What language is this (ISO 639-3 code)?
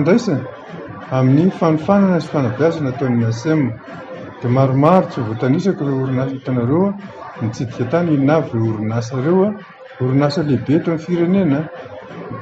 mlg